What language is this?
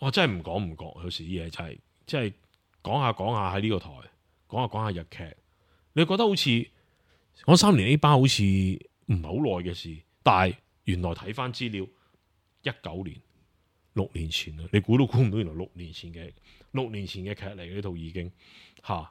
Cantonese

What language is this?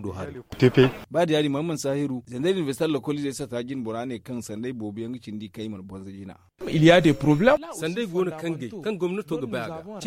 Zarma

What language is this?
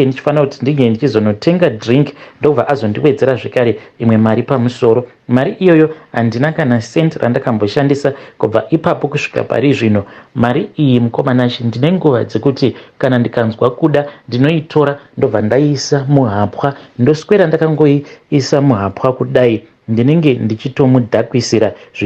Shona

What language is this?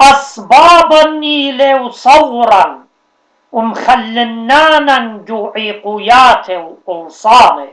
Assyrian Neo-Aramaic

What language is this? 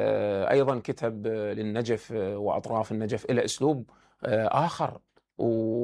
Mesopotamian Arabic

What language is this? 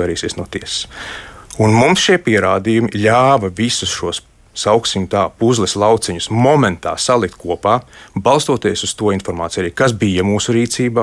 Latvian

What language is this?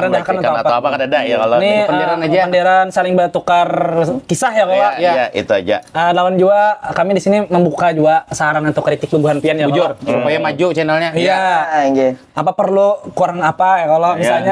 Banjar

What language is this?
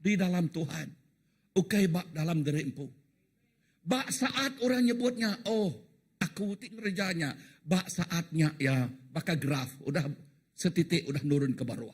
Iban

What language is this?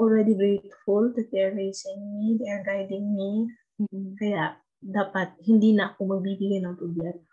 Filipino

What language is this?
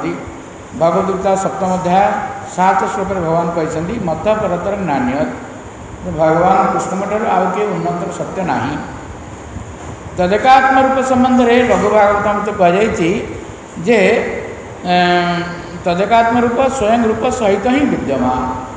Odia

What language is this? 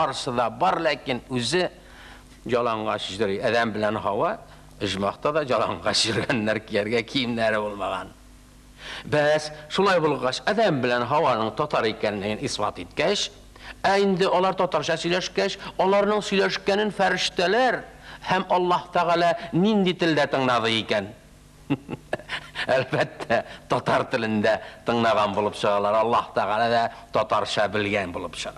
Tatar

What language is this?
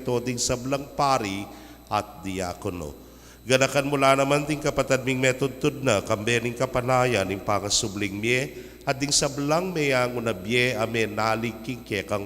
Pampanga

